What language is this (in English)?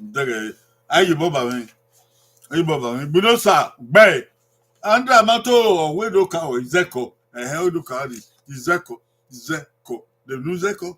Bini